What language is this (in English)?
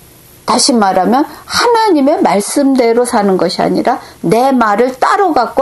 Korean